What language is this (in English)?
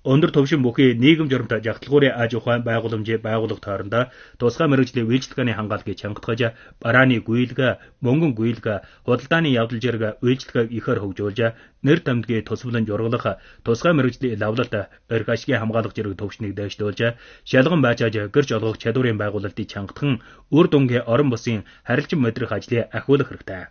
Mongolian